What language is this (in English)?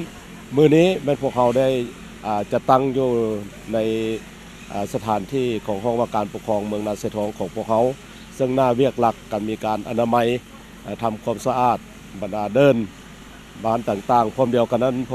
Lao